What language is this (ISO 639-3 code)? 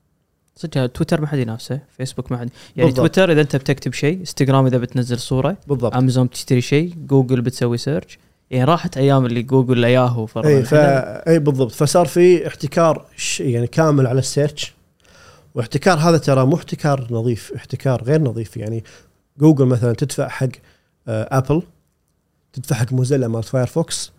afb